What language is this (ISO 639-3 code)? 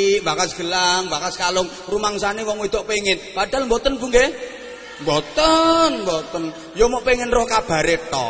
jav